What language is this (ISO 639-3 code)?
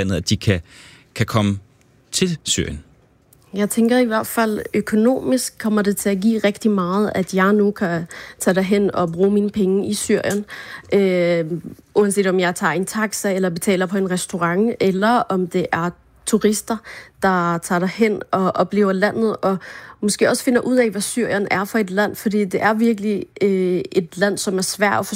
dan